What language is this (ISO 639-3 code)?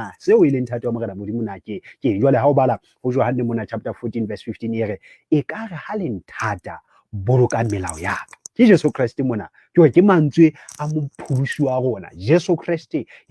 sot